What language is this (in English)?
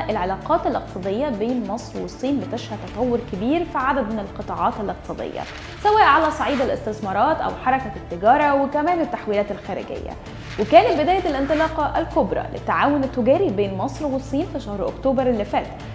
Egyptian Arabic